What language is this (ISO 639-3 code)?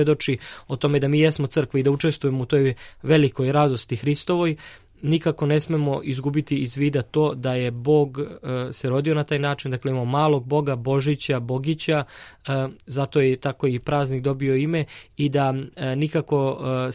srp